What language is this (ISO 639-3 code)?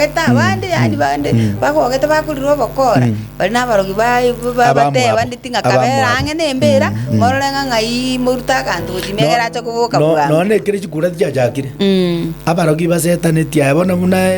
guz